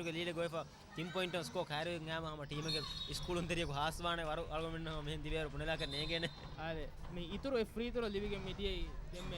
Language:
Divehi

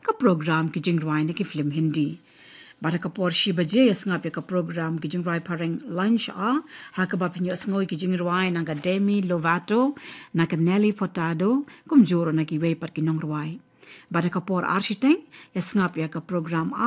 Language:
Khasi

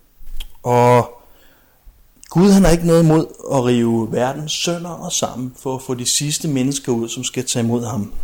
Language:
Danish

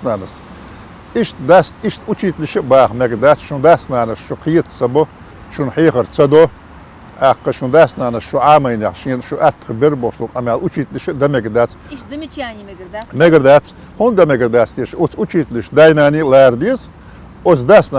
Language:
Chechen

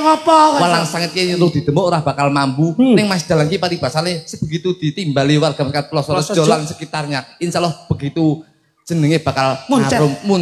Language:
Javanese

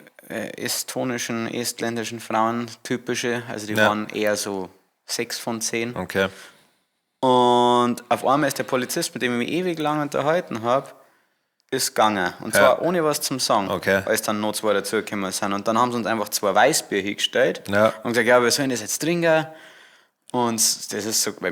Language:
Bavarian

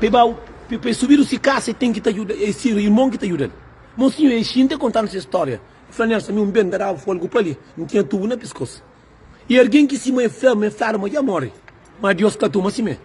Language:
Kabuverdianu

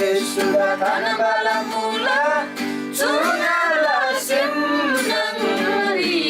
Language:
Eastern Tamang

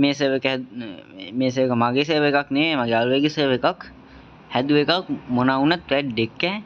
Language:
Sinhala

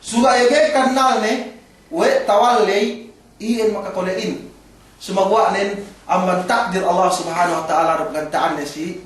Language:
Yakan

